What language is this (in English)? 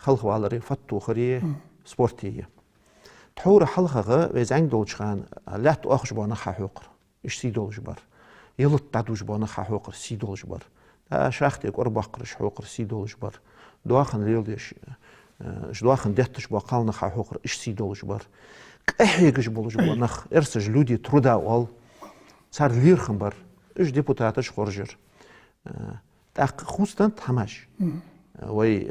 Ingush